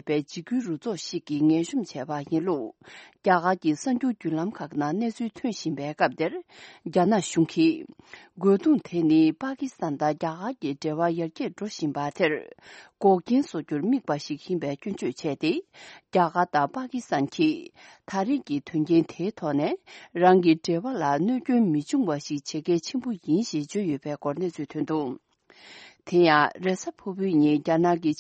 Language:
Tibetan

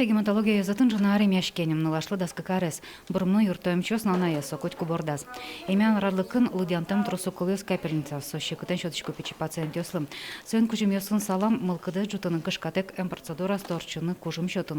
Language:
Udmurt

